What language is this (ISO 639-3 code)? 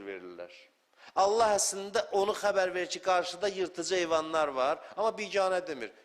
aze